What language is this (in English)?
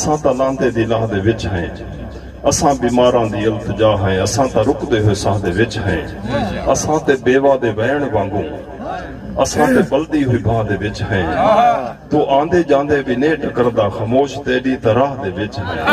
Saraiki